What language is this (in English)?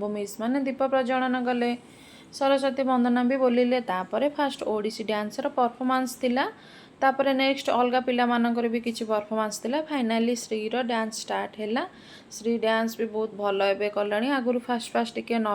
Odia